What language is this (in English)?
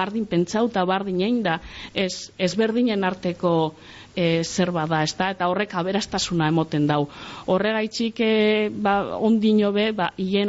Basque